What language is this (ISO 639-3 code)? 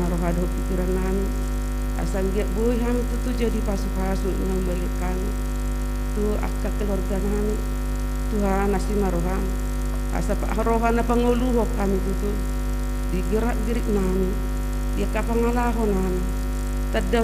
bbc